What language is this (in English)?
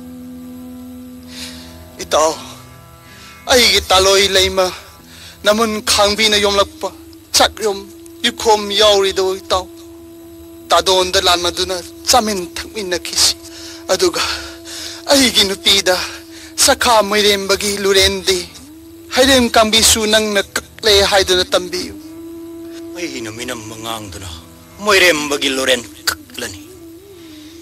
Manipuri